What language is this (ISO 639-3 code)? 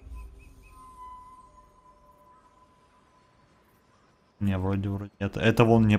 rus